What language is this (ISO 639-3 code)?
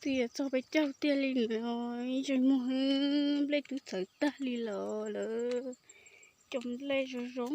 hmn